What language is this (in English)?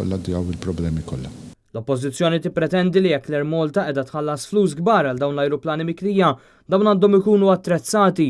Maltese